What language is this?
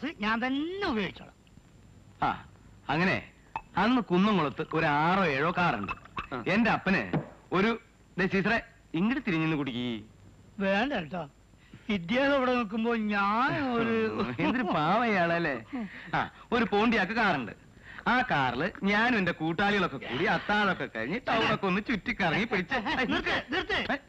Malayalam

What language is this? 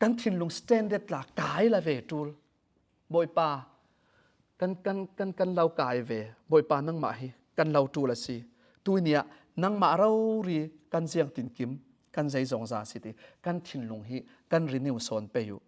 Falam Chin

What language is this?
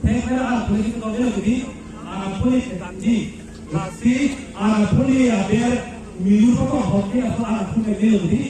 Karbi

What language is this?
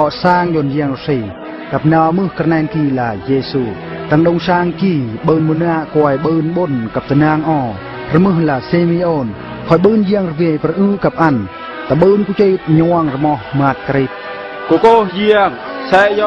Eastern Bru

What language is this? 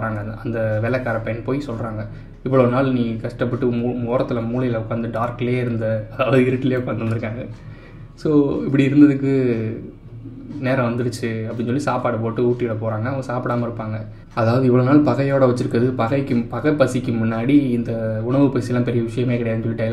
Tamil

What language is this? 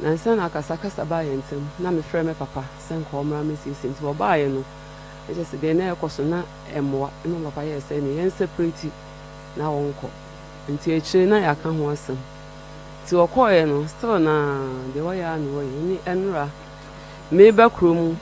Akan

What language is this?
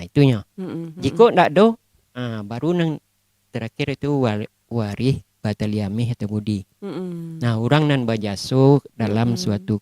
Minangkabau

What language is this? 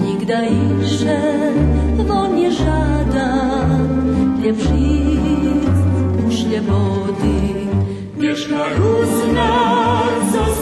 Rusyn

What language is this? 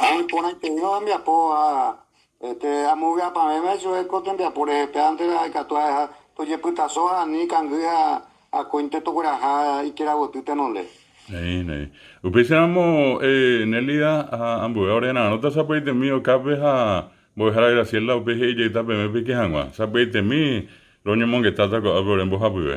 Guarani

